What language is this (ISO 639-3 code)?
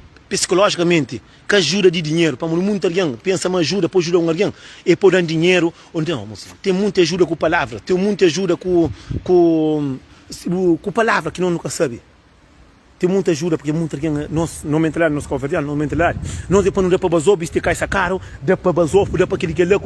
kea